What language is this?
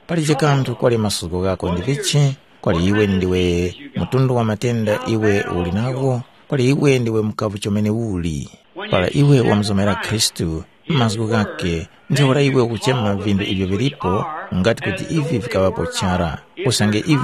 Tumbuka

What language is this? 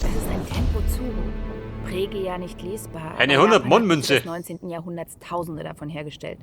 Bavarian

